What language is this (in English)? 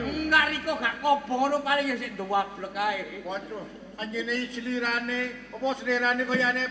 Javanese